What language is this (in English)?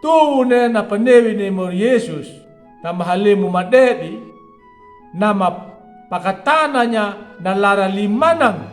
Anakalangu